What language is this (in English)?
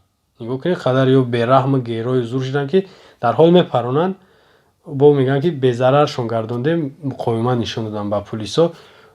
Tajik